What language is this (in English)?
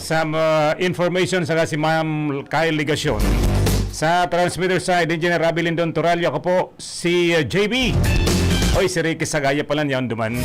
Bikol